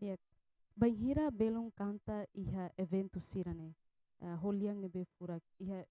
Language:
Tetum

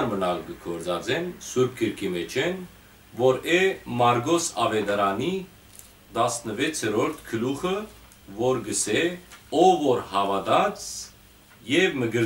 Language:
Western Armenian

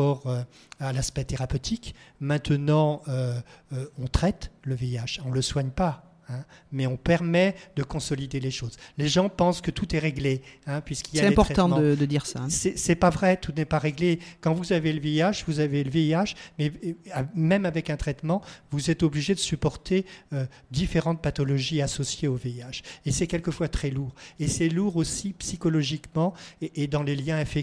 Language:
French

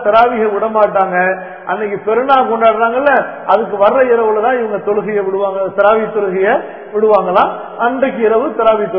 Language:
Tamil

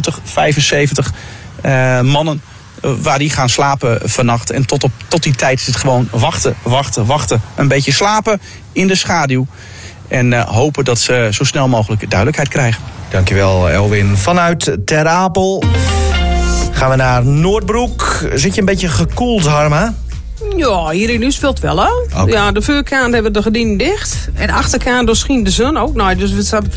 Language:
Dutch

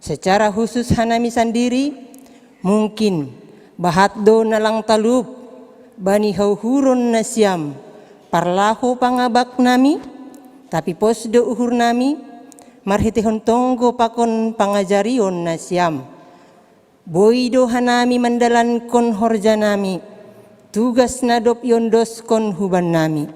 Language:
Batak Simalungun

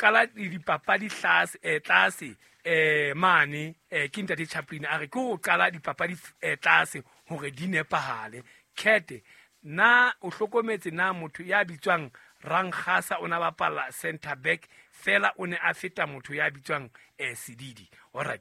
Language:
Southern Sotho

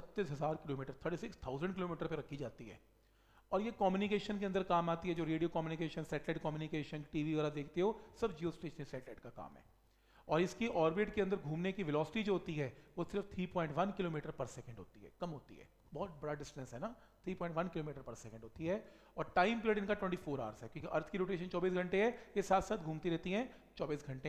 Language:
Hindi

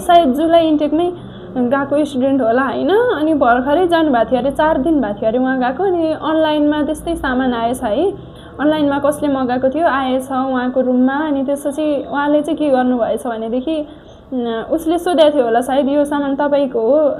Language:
Nepali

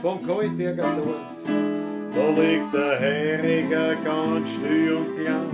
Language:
Bavarian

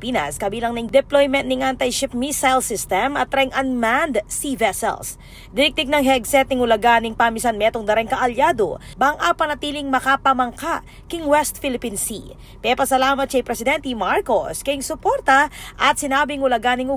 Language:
Pampanga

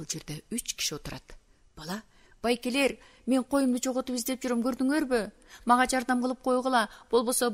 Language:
Kyrgyz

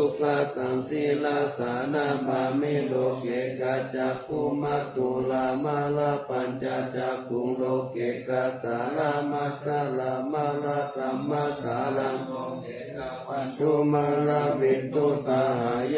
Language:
Pali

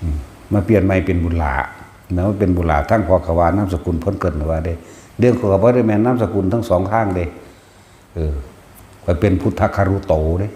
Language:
Northeastern Thai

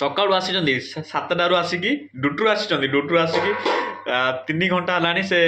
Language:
Odia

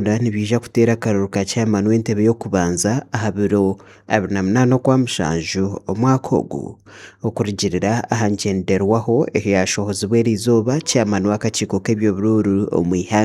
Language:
Nyankole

